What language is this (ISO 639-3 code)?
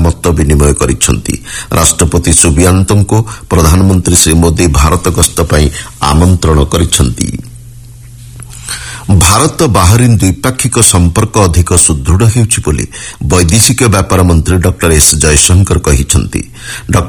ori